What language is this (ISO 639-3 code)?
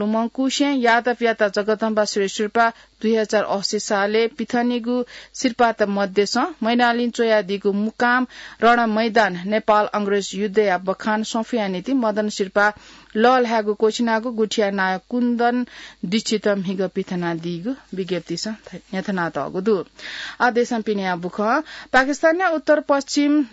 new